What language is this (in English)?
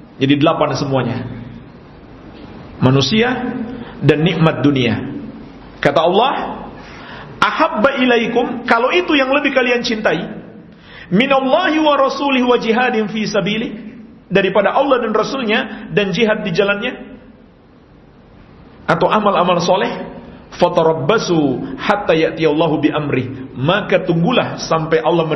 Indonesian